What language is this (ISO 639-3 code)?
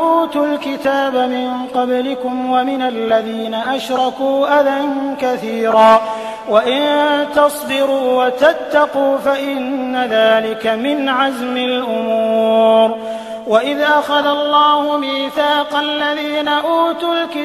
ara